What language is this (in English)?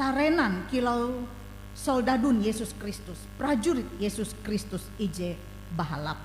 Ngaju